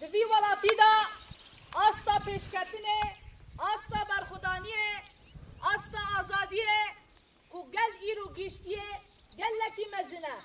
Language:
Kurdish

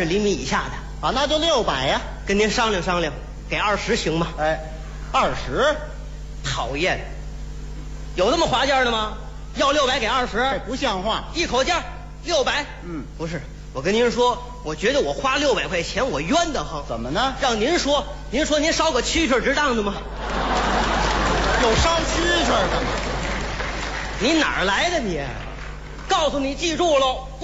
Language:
Chinese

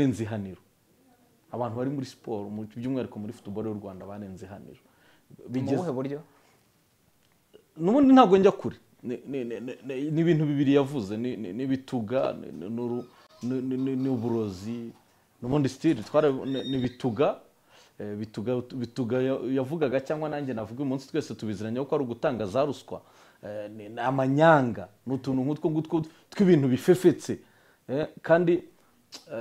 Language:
Kinyarwanda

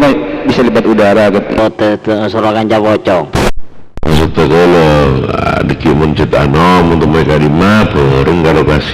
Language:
Madurese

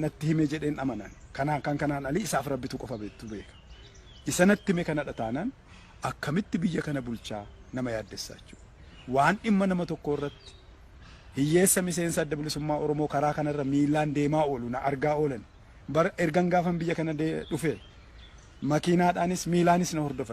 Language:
Oromo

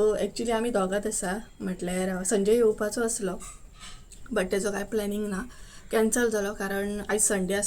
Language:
Konkani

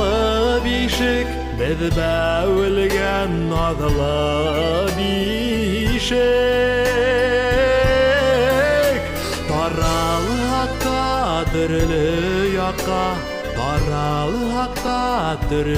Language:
Bashkir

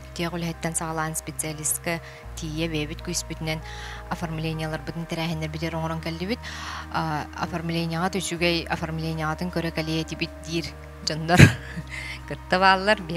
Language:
Yakut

